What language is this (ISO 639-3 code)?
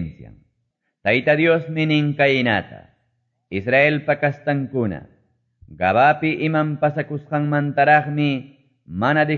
que